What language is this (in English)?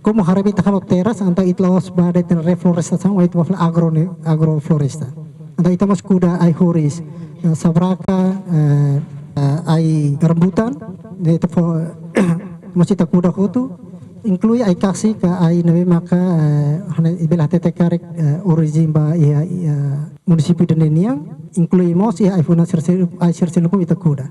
Tetum